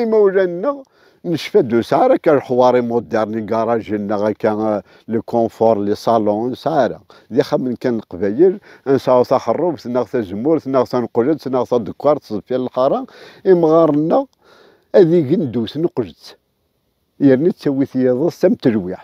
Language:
Kabyle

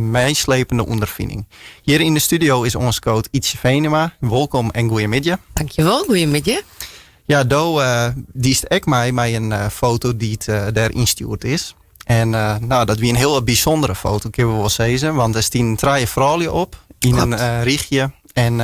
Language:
Western Frisian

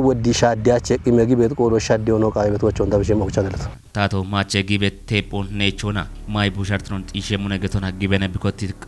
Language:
Kafa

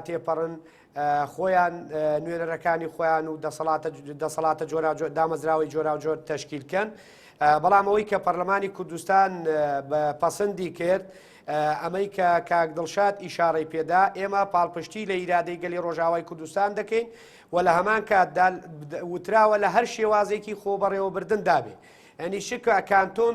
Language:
Central Kurdish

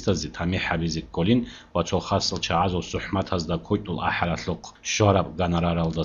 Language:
Avaric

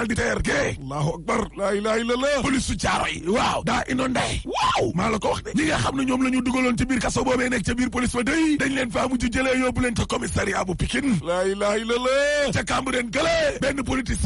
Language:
Wolof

